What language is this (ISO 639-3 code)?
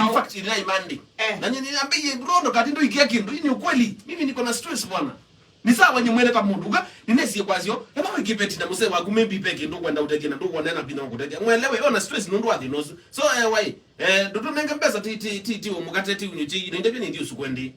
kam